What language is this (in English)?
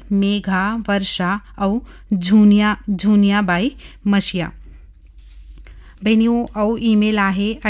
Chhattisgarhi